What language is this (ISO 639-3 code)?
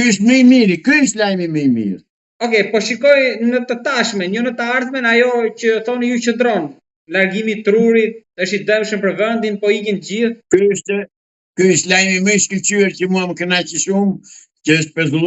sqi